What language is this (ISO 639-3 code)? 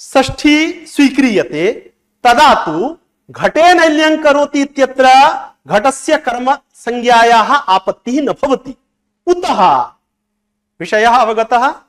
san